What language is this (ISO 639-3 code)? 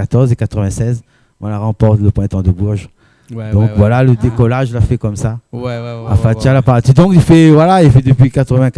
rcf